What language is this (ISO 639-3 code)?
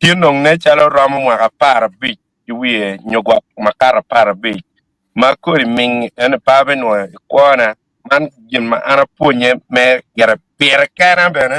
ach